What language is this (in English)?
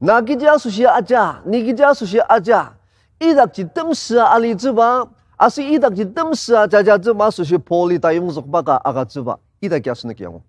Ao Naga